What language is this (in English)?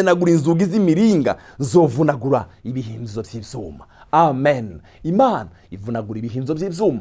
Rundi